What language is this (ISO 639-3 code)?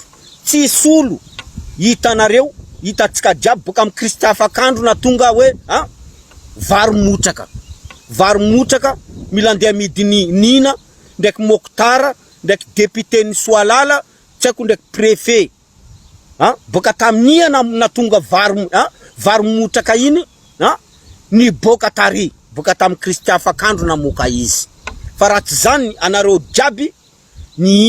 mlg